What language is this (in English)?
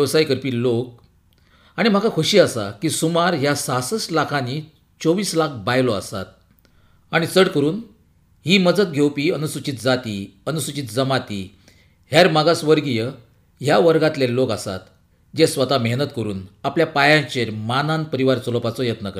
Konkani